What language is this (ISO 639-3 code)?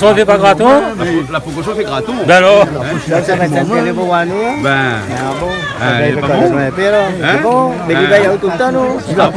rcf